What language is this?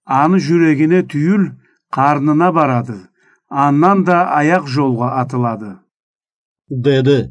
Karachay-Balkar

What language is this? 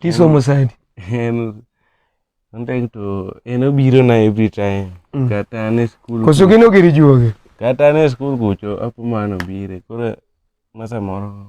Luo (Kenya and Tanzania)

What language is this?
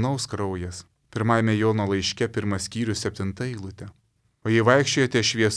Lithuanian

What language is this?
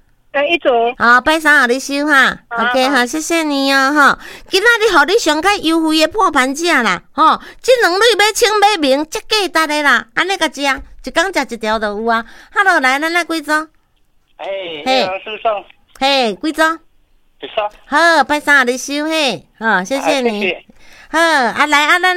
Min Nan Chinese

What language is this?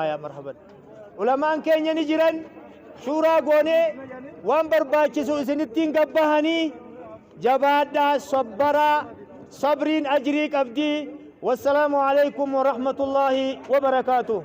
Oromo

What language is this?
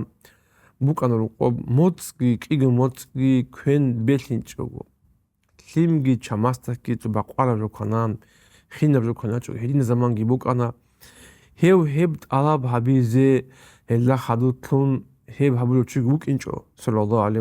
Avaric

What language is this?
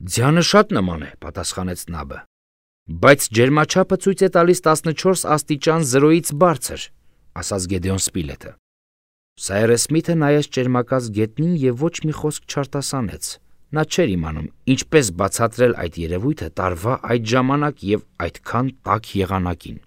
Armenian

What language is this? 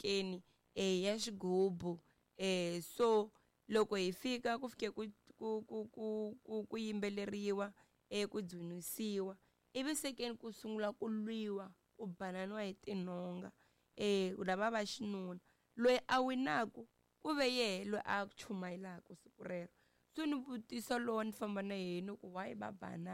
Tsonga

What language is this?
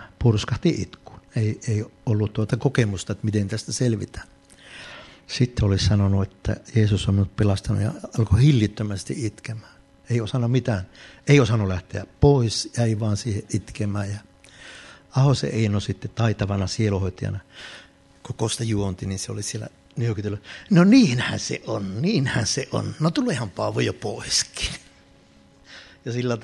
Finnish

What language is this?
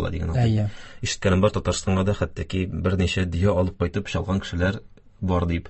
Tatar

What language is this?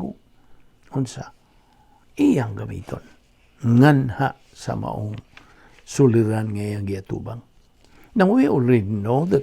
Cebuano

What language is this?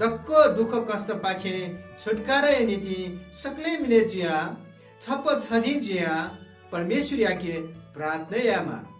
Newari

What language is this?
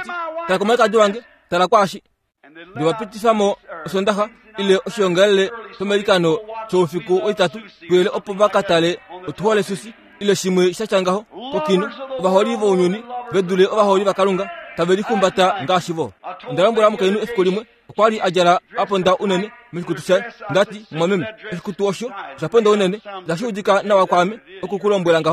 Kuanyama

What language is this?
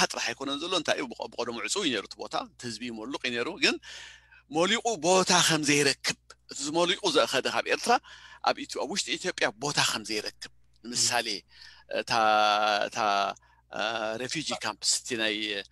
Tigrinya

